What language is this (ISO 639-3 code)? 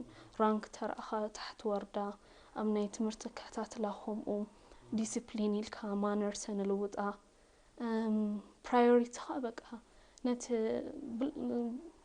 tir